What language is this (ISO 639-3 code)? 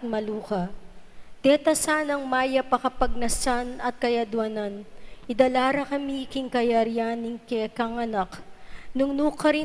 pam